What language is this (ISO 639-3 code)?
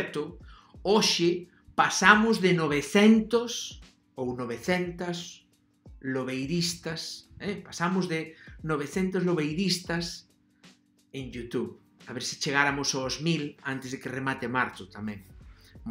glg